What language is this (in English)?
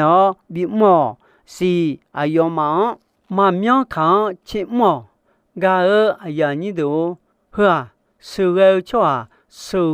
Akha